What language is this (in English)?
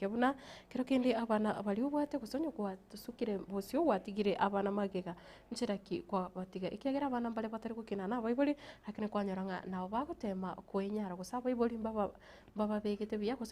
Gusii